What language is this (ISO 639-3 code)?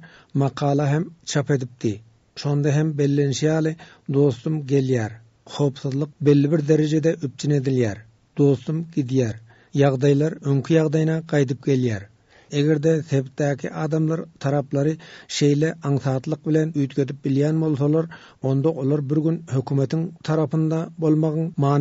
tuk